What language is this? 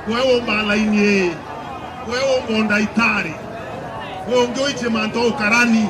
Meru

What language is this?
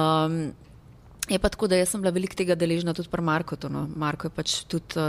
Slovenian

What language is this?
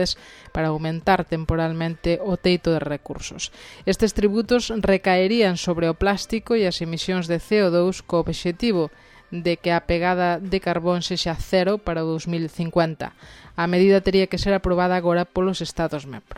Galician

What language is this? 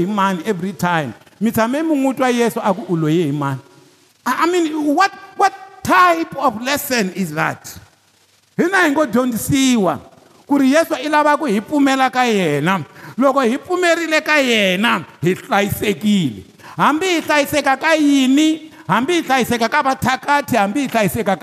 Tsonga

